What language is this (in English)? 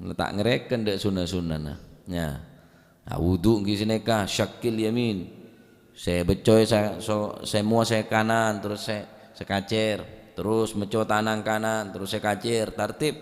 Madurese